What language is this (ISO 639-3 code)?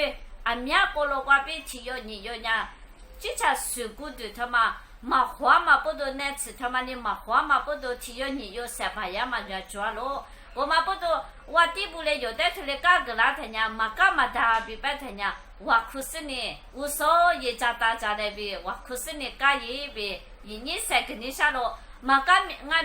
lis